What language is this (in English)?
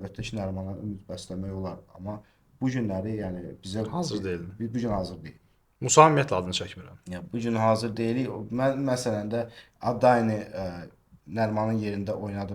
Azerbaijani